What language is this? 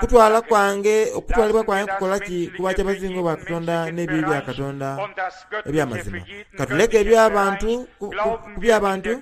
Soga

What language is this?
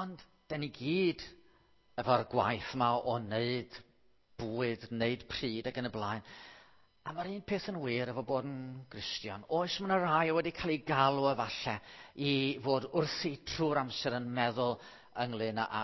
Welsh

